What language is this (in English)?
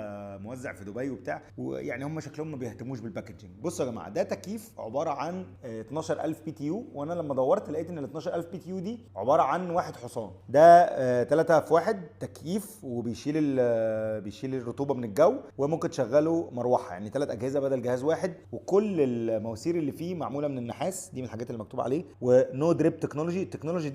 Egyptian Arabic